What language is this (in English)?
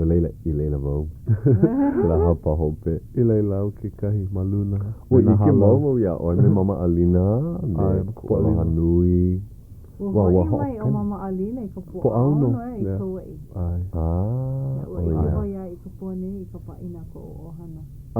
Hawaiian